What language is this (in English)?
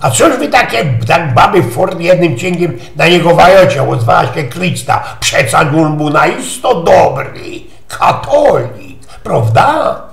Silesian